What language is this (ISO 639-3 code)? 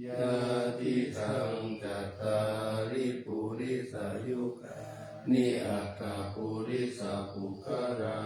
pli